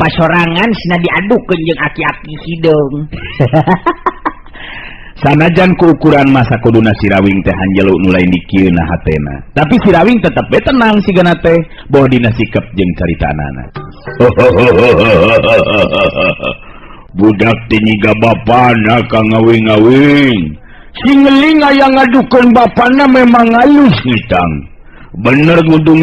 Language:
Sundanese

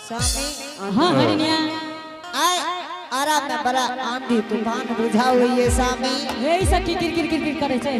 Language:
Angika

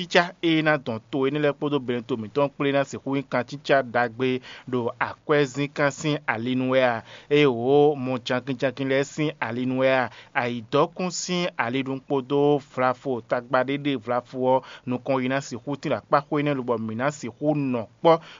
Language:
Fon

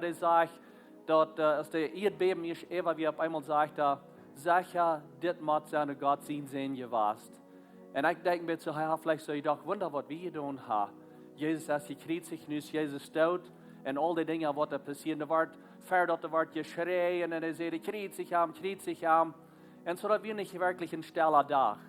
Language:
Plautdietsch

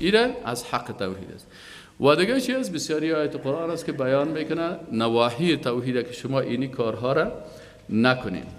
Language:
Persian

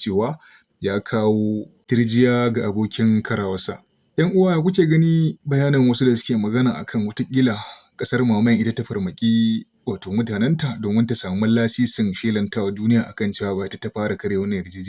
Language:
Hausa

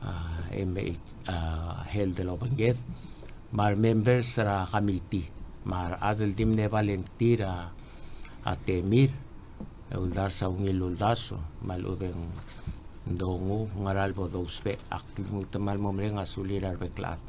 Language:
Palauan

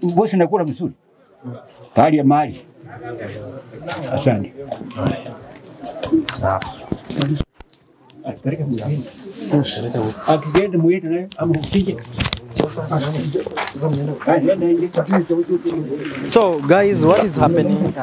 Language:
Swahili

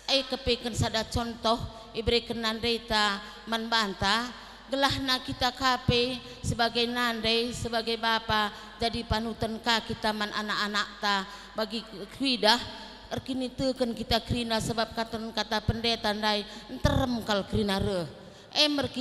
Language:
Batak Karo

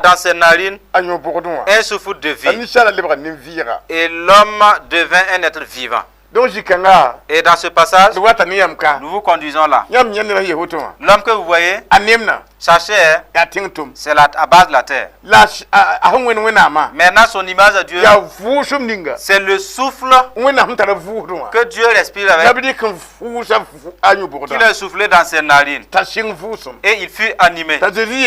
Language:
Mossi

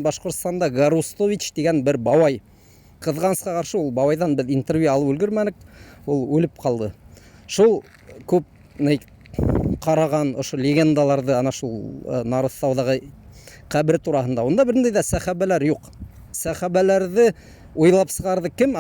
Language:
Bashkir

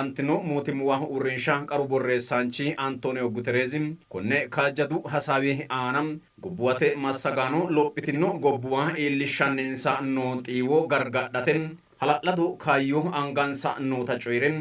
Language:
Sidamo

